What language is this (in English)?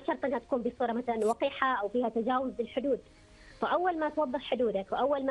Arabic